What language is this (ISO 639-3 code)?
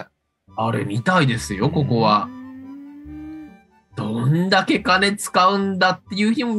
jpn